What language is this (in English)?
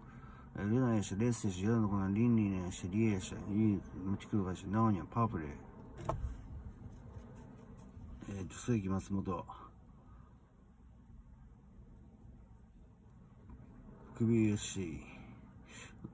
Japanese